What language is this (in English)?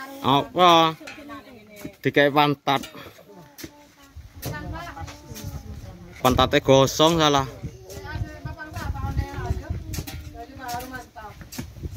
Indonesian